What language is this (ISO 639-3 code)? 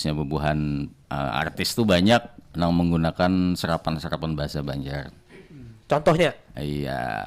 bjn